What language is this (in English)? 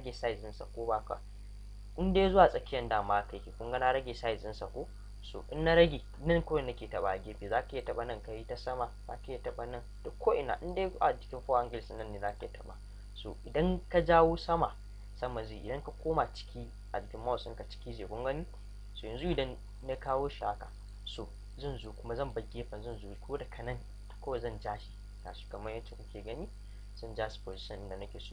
Hausa